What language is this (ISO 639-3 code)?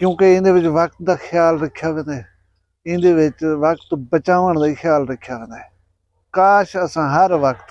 skr